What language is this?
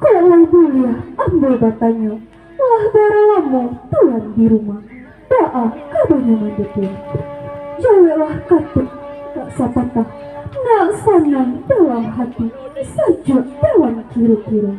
Minangkabau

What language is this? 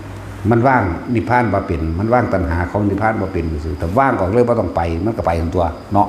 Northeastern Thai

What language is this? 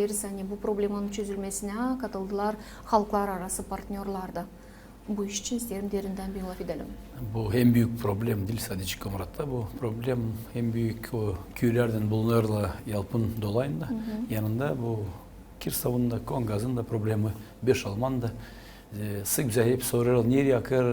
Gagauz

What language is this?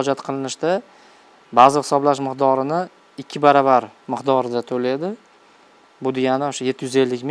Uzbek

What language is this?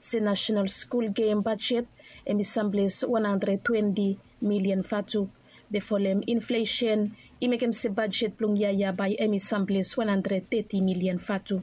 Bislama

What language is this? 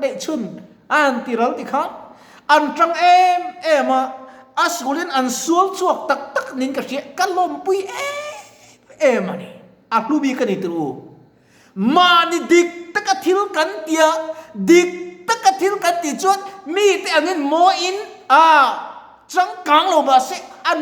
Mizo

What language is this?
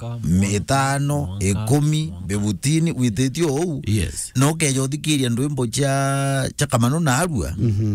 Meru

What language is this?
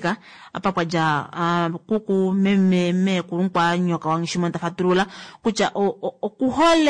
Kuanyama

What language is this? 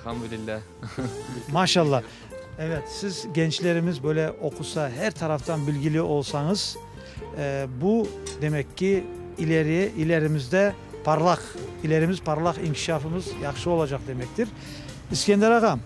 Crimean Tatar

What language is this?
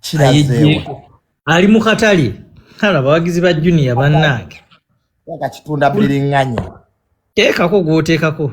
Ganda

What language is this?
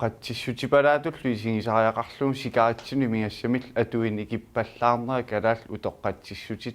Kalaallisut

